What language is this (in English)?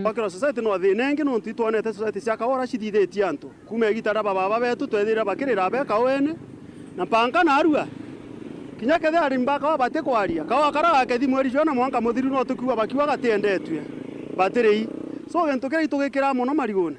Meru